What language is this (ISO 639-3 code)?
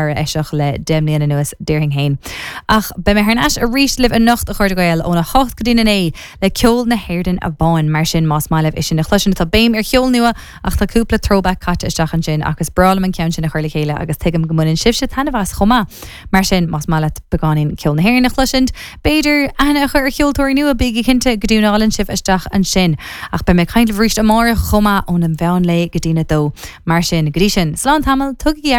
gle